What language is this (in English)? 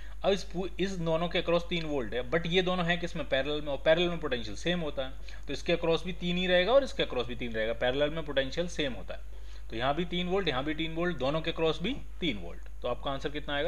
Hindi